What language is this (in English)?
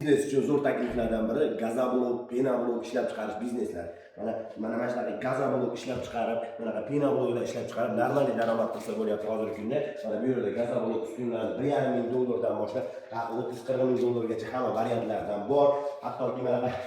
Uzbek